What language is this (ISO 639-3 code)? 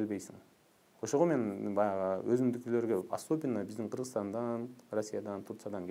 kir